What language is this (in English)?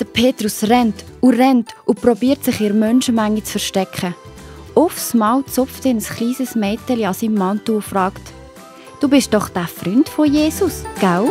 Swiss German